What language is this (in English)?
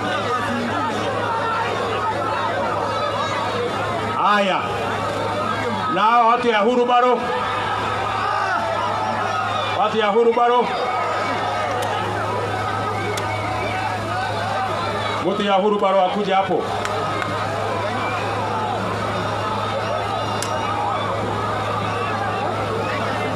Swahili